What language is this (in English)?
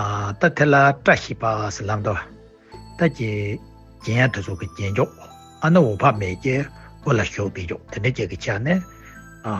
Tibetan